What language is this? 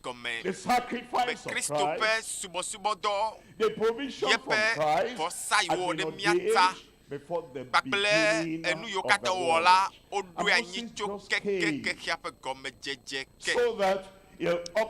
Ewe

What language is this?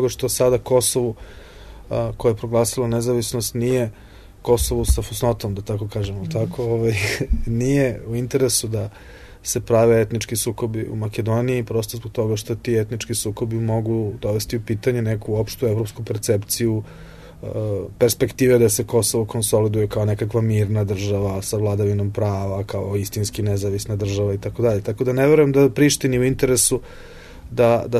Serbian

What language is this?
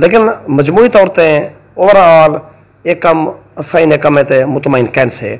Saraiki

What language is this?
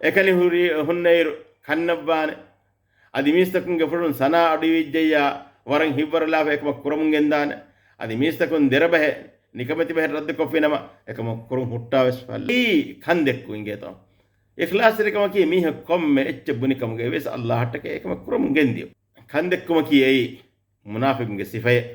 Divehi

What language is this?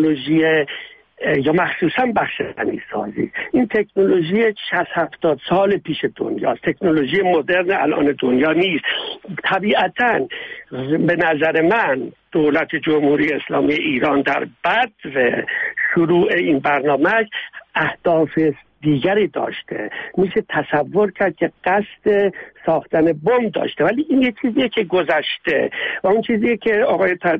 Persian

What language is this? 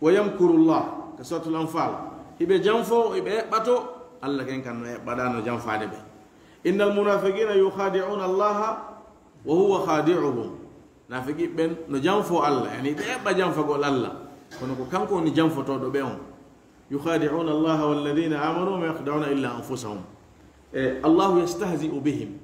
Fula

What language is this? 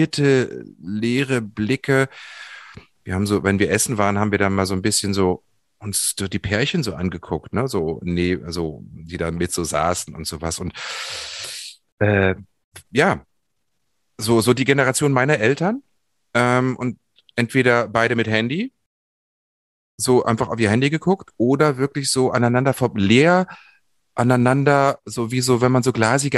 German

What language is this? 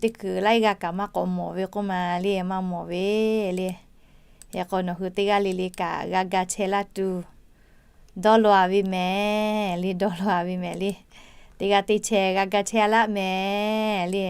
Lahu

